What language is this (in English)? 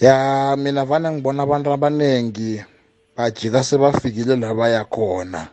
South Ndebele